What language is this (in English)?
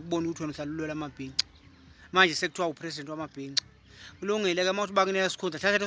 Zulu